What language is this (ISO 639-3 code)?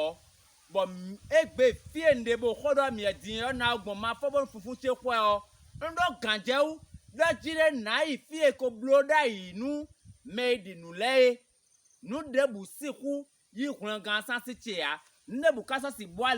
fon